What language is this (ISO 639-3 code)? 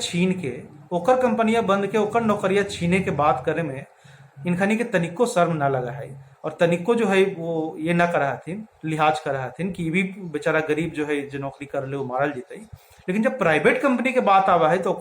mag